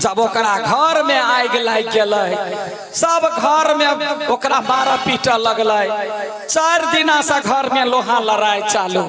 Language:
Maithili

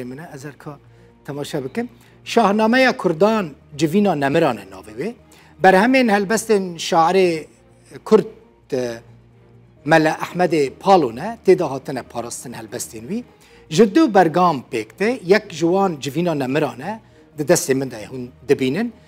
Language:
Kurdish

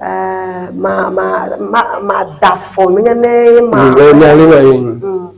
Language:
Ewe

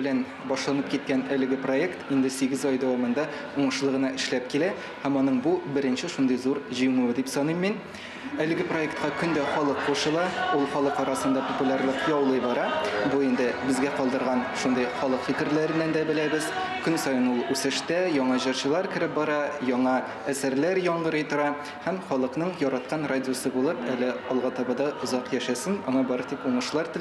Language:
Tatar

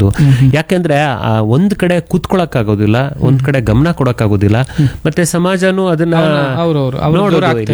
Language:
Kannada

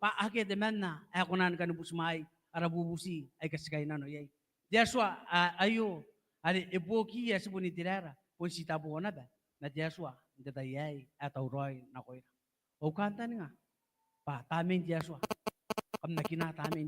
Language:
Gilbertese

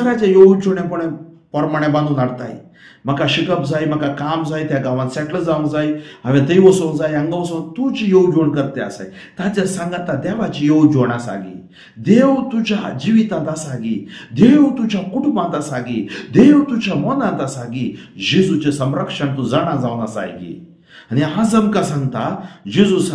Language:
Konkani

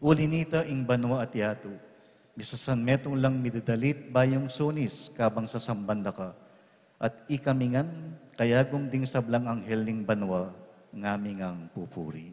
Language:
Pampanga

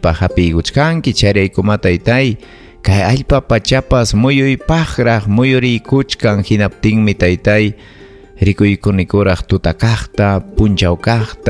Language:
Ayacucho Quechua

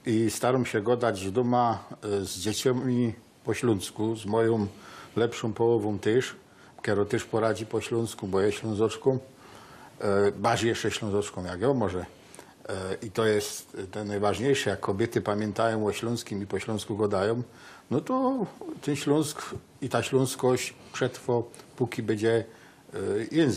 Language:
Silesian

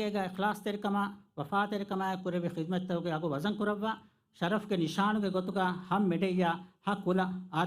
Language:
Divehi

